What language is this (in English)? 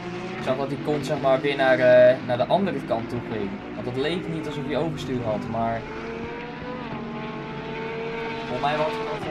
Dutch